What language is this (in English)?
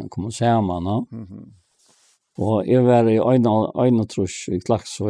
Faroese